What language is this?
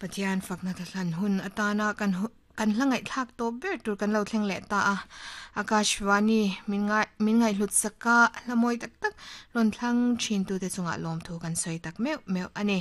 Mizo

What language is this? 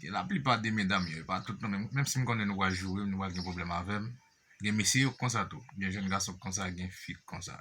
Haitian Creole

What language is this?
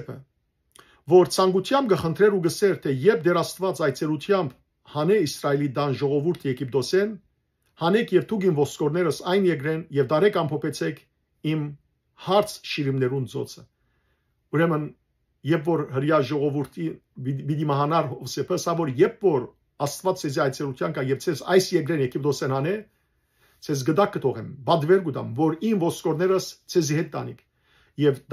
Western Armenian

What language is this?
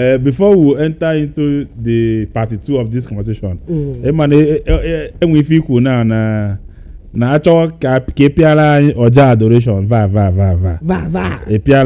Igbo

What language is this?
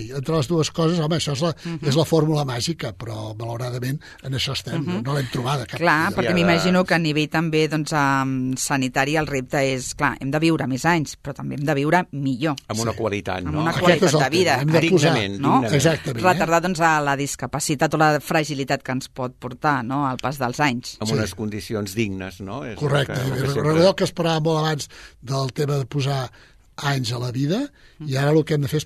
Catalan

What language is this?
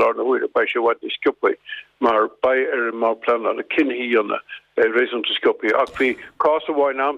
Irish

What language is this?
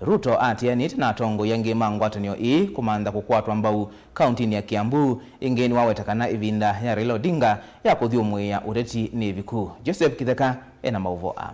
Kamba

